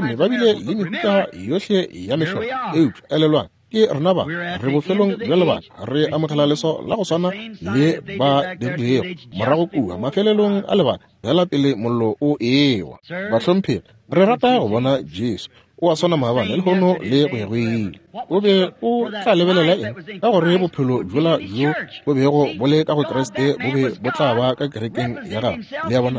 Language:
Northern Sotho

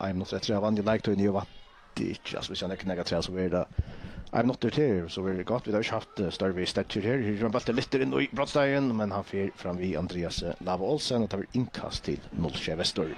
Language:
Faroese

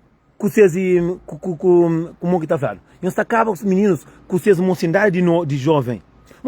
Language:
Kabuverdianu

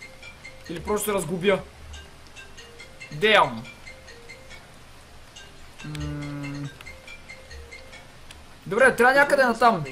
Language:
Bulgarian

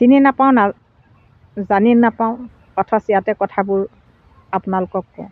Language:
Assamese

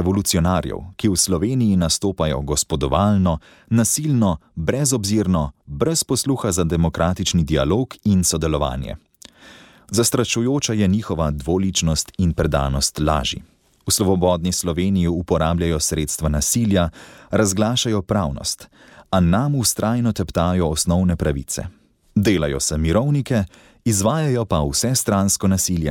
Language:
Slovenian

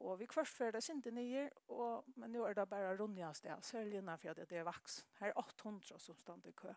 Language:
Faroese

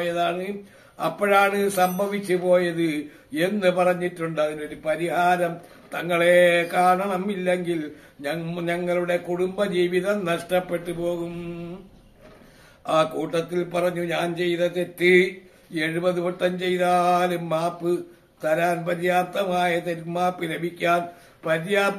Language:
Malayalam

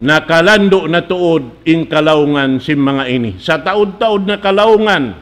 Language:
Tausug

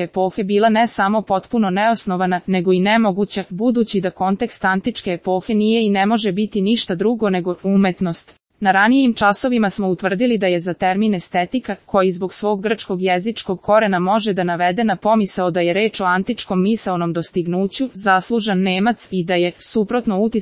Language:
Serbian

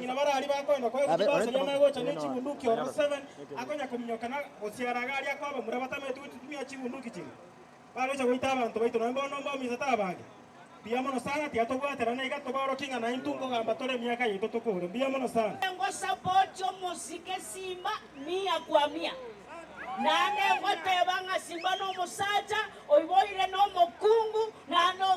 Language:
Gusii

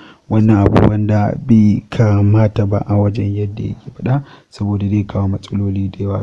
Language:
Hausa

